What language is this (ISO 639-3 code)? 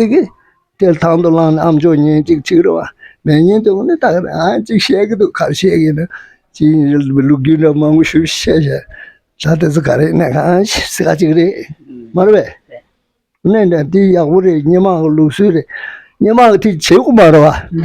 bod